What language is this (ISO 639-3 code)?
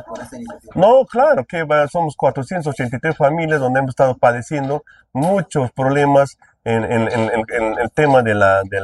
spa